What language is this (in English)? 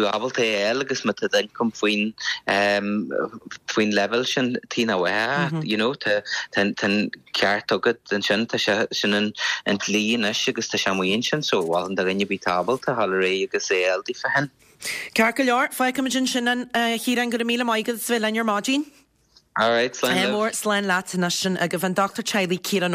Irish